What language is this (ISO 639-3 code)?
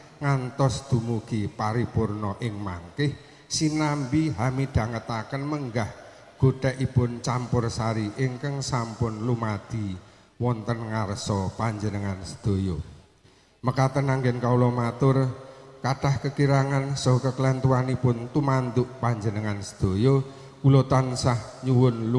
jav